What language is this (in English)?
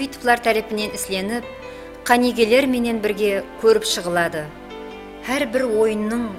Kara-Kalpak